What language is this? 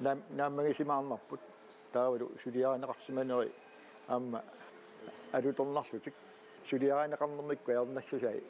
Kalaallisut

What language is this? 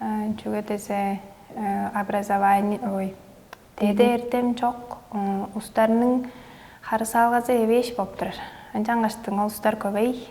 Tuvinian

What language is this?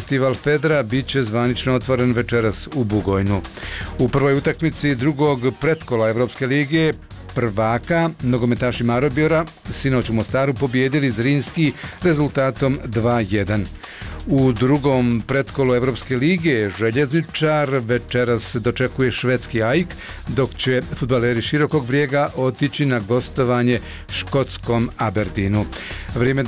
Bosnian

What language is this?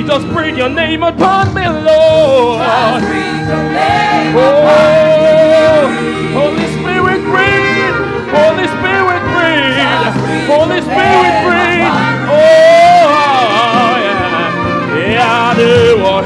Ewe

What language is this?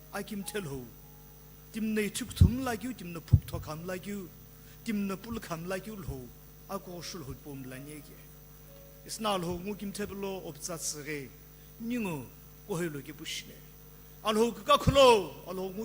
Sumi Naga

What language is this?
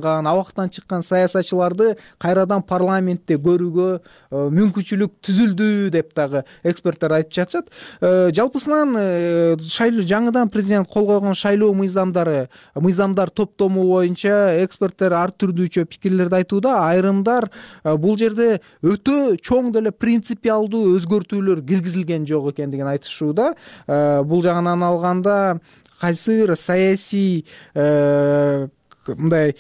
Kyrgyz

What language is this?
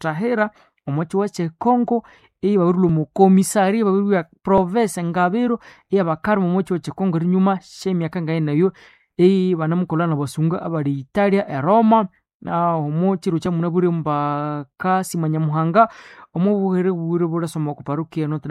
Nande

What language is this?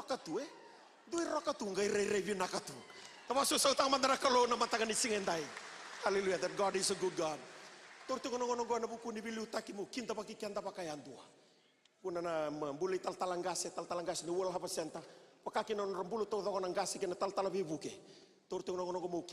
Fijian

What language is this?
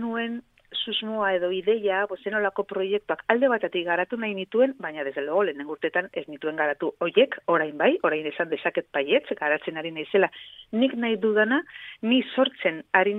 Basque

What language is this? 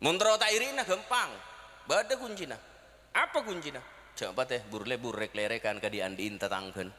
Madurese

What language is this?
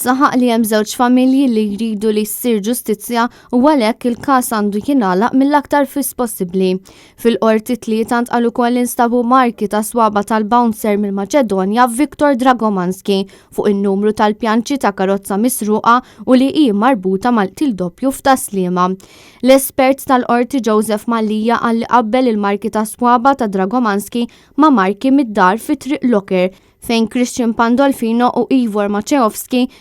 Maltese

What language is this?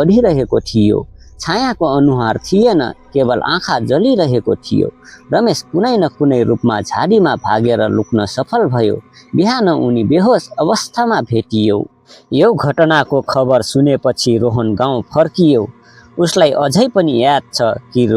Nepali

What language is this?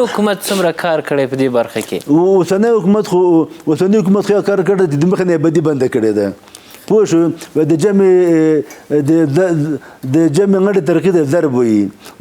Pashto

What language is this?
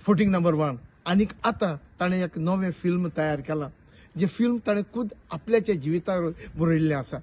Konkani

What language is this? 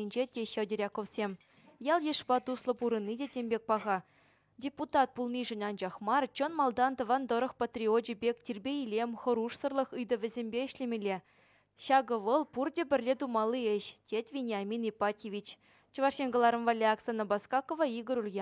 Chuvash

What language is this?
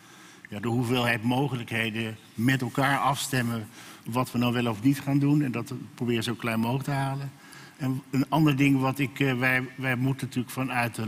Dutch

